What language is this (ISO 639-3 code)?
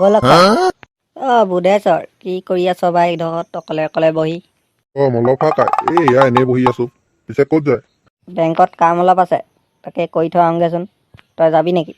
asm